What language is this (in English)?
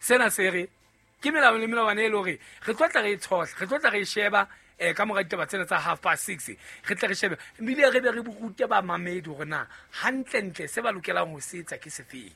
Southern Sotho